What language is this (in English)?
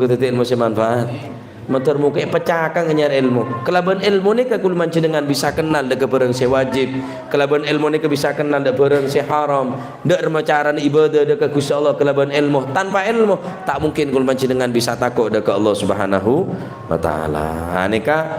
Madurese